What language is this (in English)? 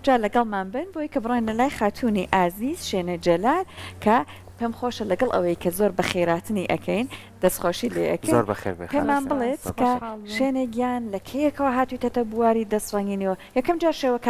Central Kurdish